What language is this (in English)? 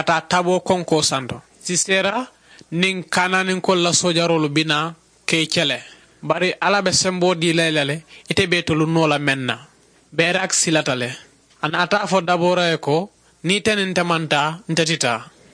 Mandingo